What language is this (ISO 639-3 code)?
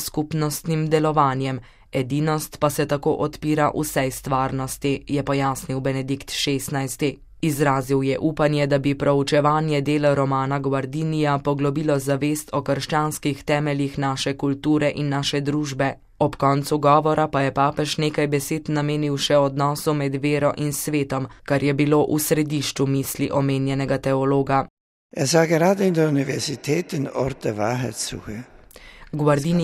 slv